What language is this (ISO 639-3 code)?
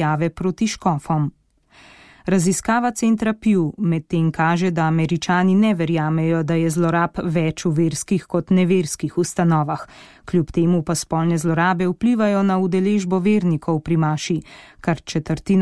slv